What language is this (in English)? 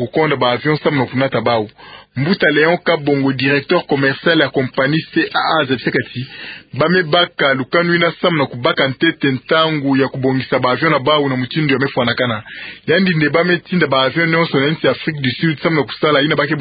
Kituba (Democratic Republic of Congo)